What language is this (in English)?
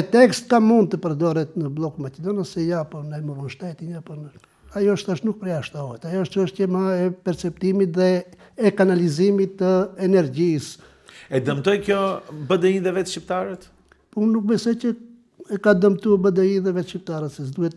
Albanian